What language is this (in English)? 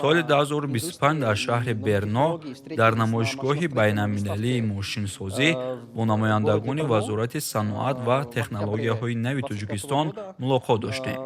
Tajik